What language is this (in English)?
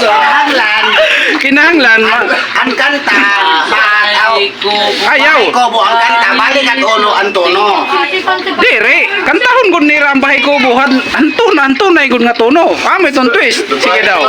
Waray